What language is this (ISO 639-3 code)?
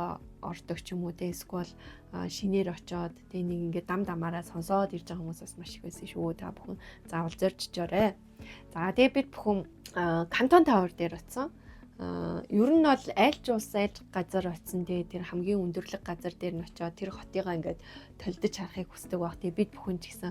mon